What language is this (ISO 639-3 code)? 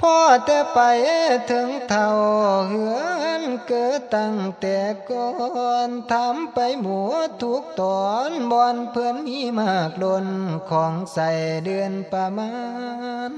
tts